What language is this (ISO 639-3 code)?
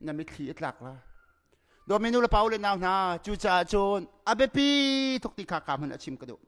cnh